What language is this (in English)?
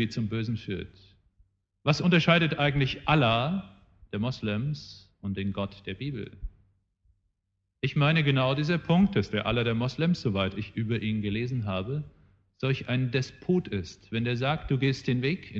German